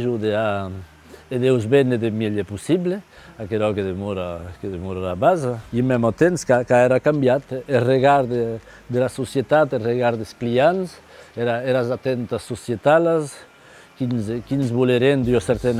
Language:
Occitan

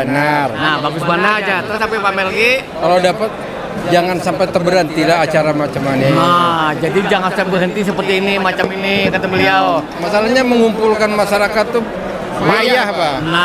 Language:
Banjar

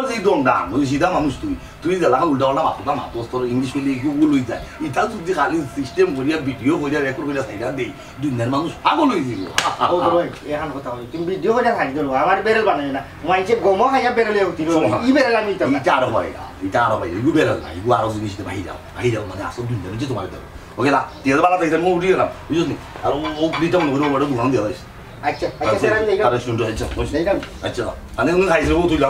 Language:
Sylheti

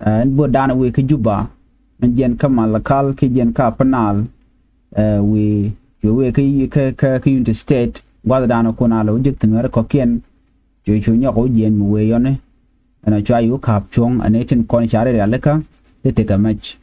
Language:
Nuer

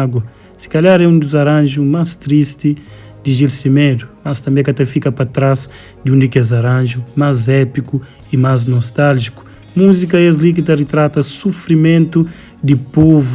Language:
Kabuverdianu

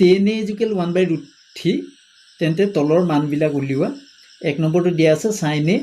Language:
Assamese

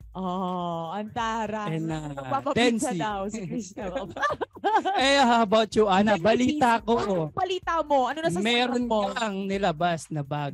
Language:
Filipino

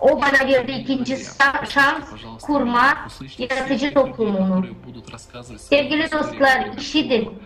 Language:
Gagauz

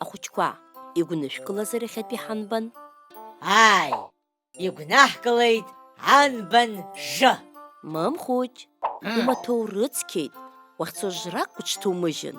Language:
Abkhazian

